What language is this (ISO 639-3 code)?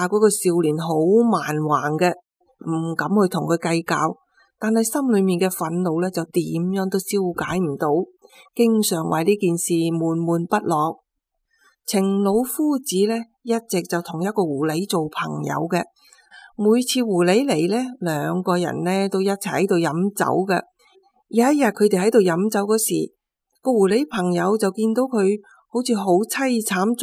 yue